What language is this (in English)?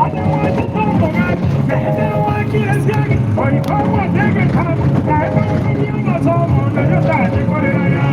Gusii